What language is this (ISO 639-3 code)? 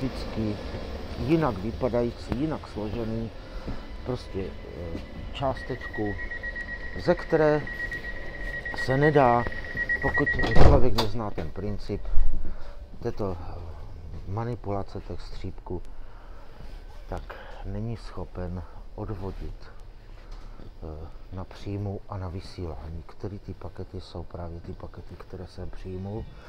ces